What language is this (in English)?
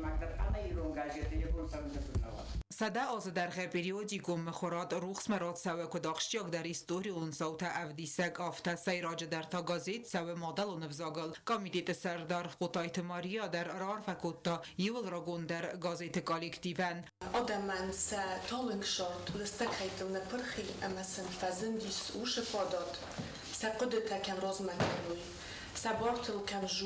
Ossetic